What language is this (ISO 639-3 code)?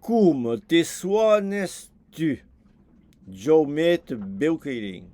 oci